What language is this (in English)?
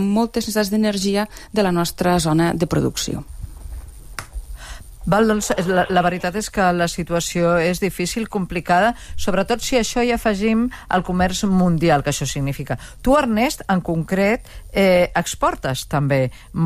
Catalan